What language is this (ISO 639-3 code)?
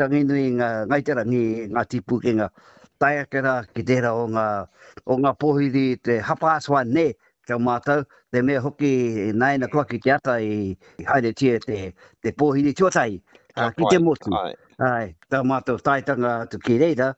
mri